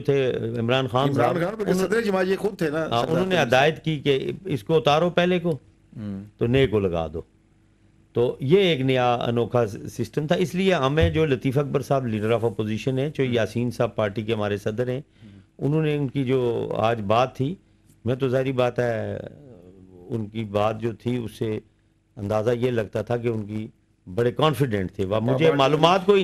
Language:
Urdu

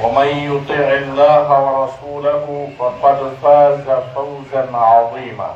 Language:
Pular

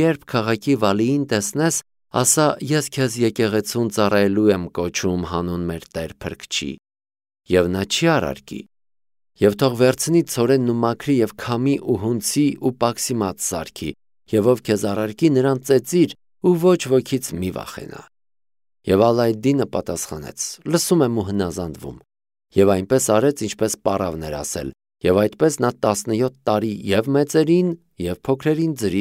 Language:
Armenian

